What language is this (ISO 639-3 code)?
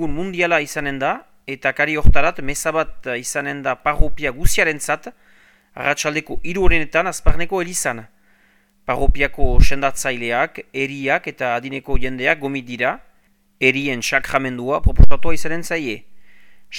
eus